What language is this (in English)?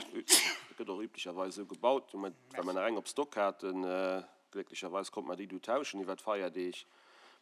Luxembourgish